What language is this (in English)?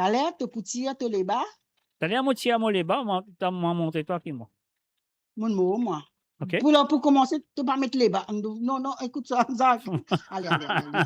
Morisyen